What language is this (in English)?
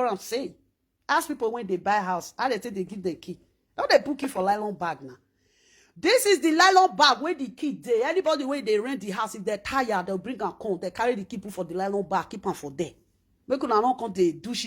Nigerian Pidgin